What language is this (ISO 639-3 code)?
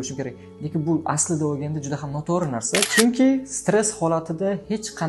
uzb